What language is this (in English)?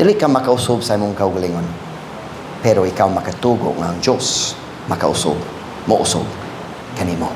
Cebuano